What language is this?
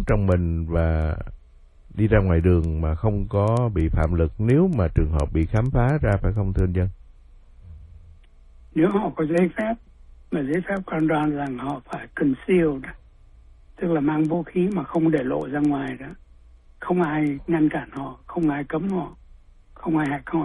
Vietnamese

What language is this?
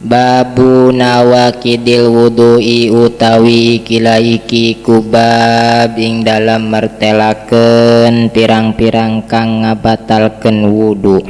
Sundanese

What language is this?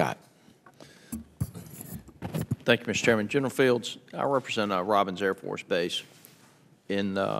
English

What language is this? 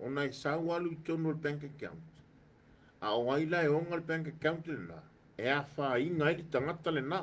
Samoan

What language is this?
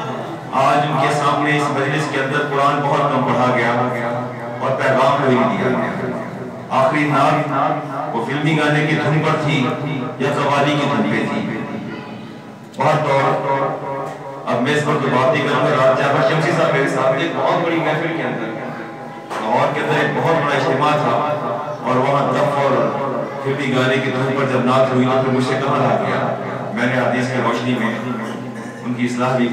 Urdu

